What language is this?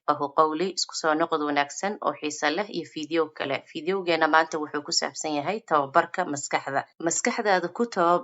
Somali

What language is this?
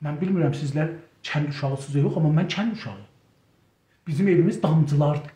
South Azerbaijani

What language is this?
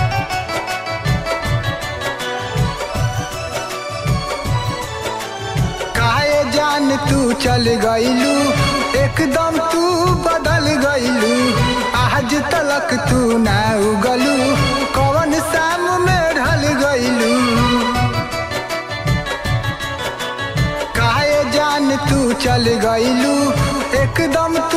Bhojpuri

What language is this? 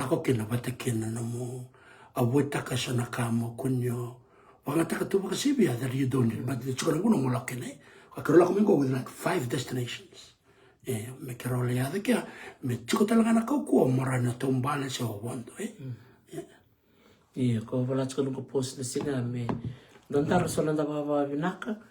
Fijian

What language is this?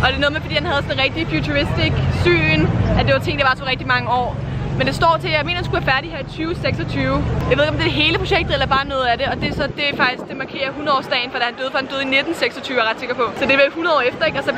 Danish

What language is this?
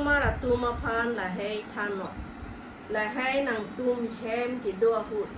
Karbi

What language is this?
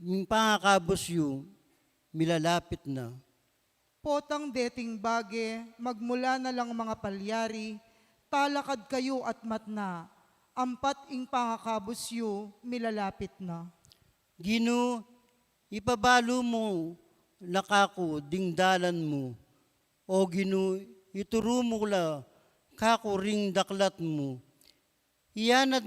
Pampanga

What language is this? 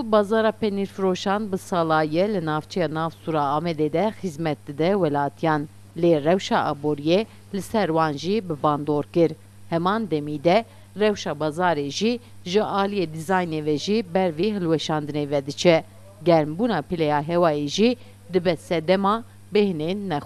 Kurdish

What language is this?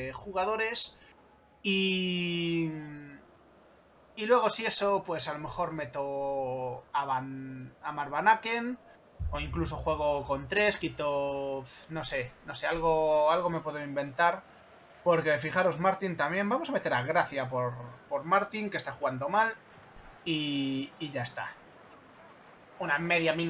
Spanish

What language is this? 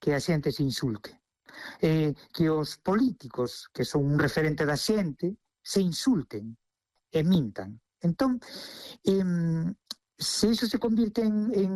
Galician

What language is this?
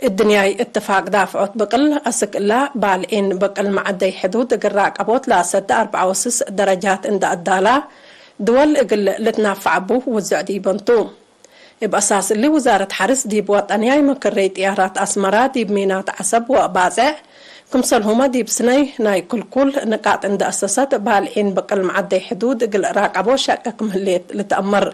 Tigre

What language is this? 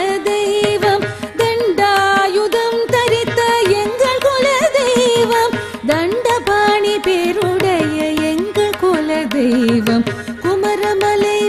Tamil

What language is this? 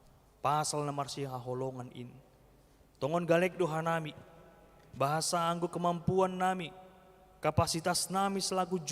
Batak Simalungun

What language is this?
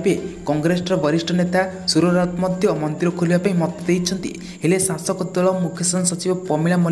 Odia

